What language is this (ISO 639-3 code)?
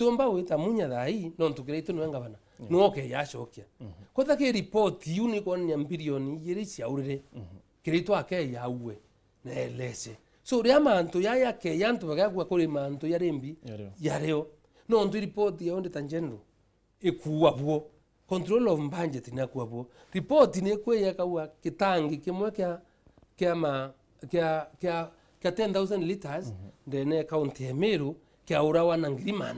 mer